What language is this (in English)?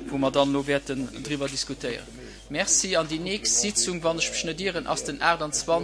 Luxembourgish